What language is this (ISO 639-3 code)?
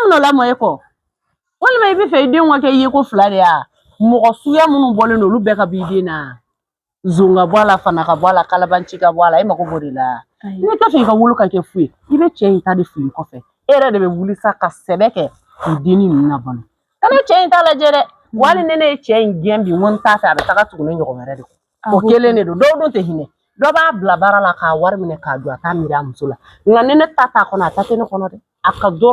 bam